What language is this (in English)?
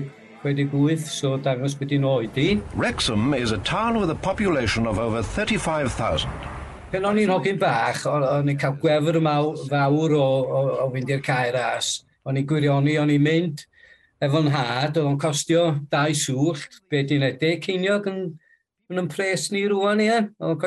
Welsh